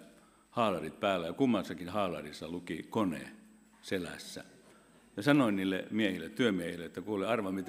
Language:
Finnish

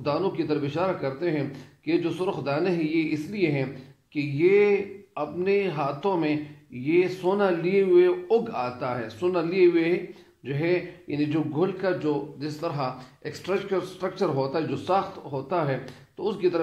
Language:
Urdu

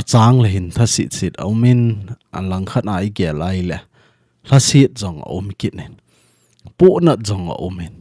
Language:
Thado Chin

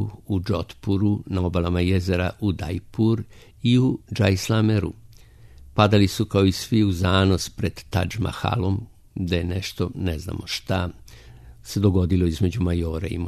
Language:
Serbian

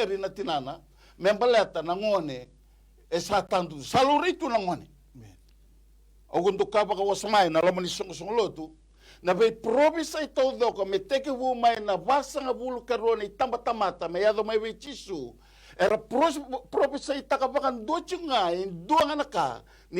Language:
Fijian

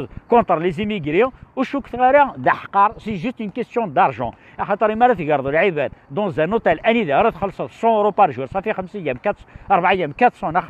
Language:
Kabyle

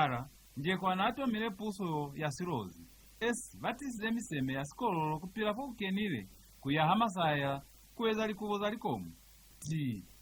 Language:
Lozi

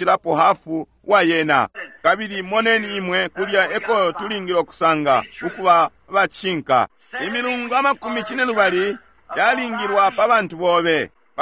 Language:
Bemba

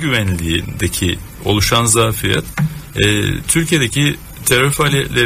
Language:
Turkish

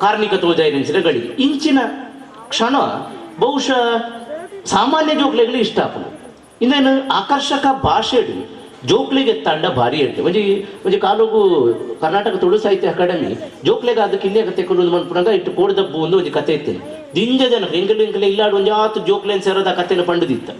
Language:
Tulu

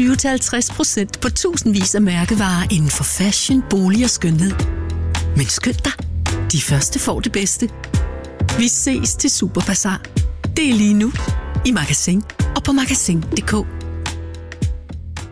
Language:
Danish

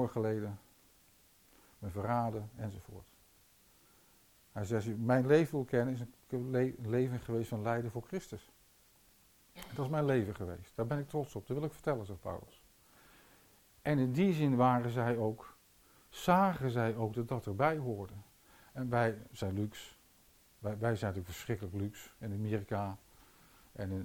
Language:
Dutch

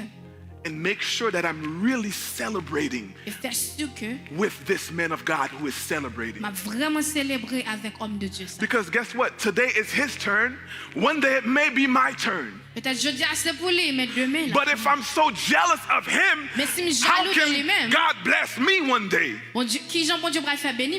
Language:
Haitian Creole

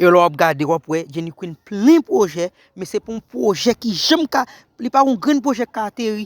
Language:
Haitian Creole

